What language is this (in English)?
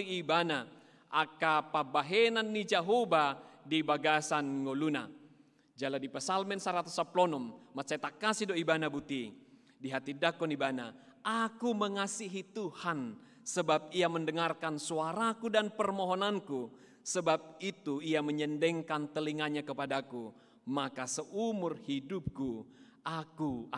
Batak Toba